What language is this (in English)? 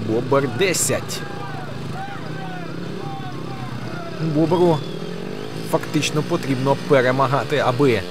Ukrainian